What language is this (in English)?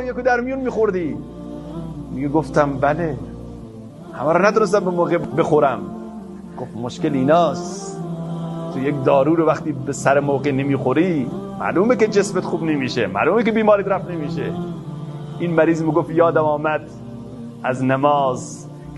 Persian